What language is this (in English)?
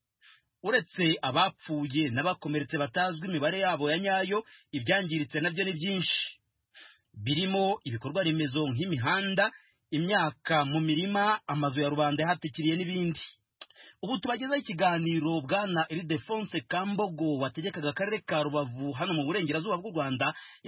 Kinyarwanda